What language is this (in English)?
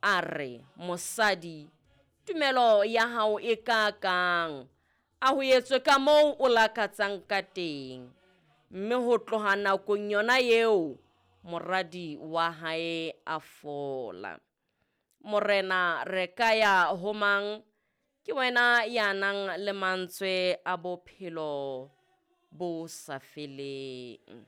Southern Sotho